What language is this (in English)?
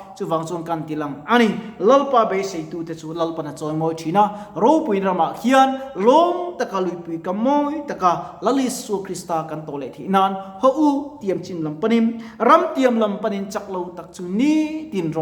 Mizo